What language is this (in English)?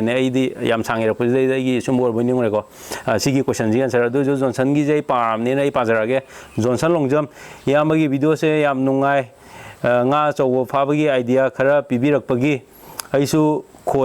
Manipuri